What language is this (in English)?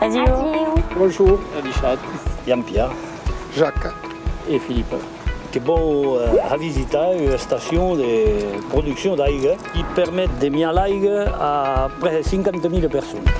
Occitan